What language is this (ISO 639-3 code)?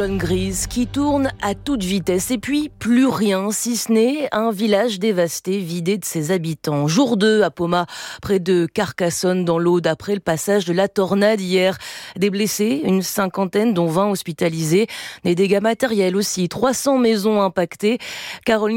fra